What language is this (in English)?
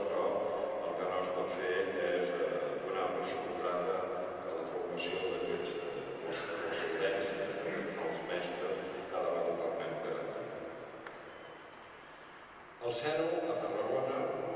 Catalan